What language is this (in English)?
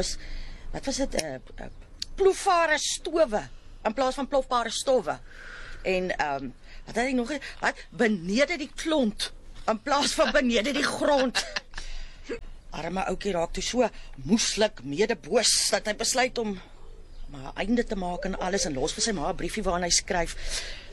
Afrikaans